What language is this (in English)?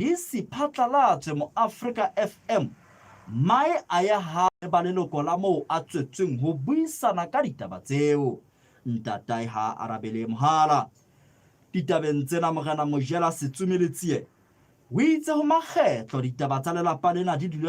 Southern Sotho